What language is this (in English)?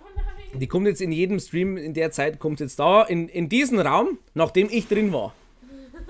Bavarian